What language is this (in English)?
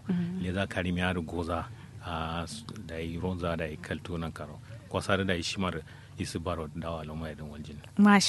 Kanuri